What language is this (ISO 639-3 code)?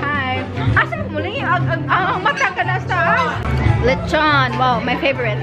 ceb